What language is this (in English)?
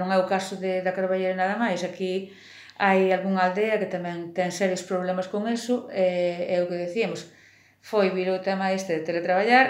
Galician